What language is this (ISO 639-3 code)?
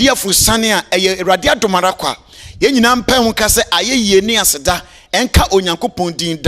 aka